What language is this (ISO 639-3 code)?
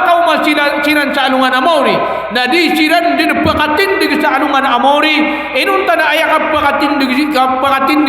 mrw